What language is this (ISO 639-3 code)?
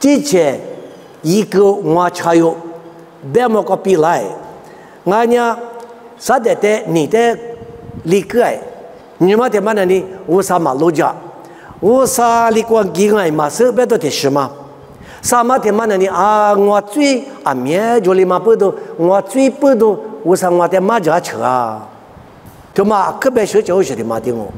lis